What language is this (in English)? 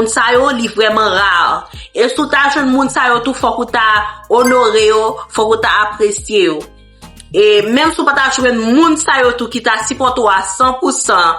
Haitian Creole